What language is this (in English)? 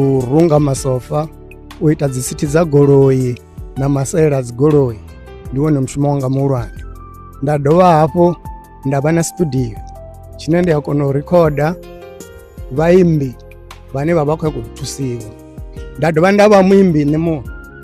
Venda